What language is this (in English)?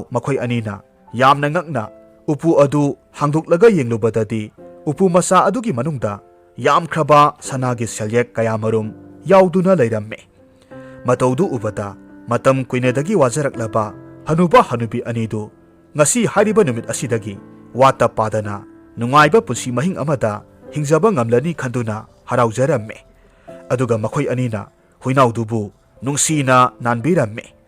Manipuri